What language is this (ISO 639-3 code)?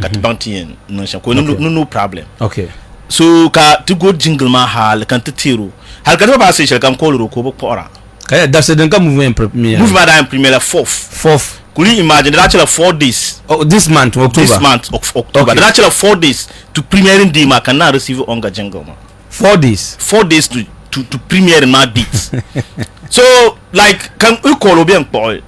dag